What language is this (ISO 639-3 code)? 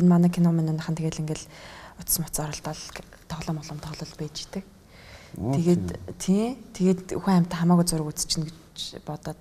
mon